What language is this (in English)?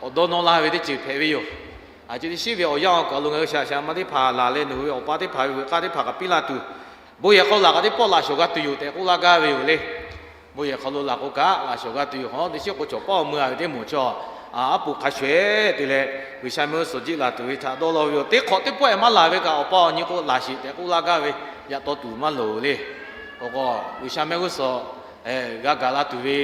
Lahu